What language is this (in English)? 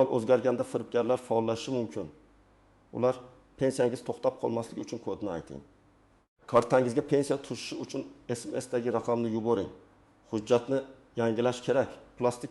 Uzbek